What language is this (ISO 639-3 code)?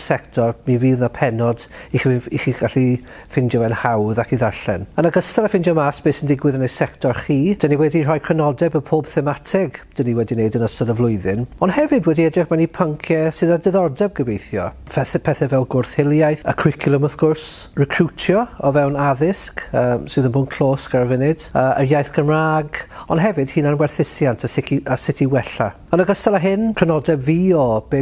cym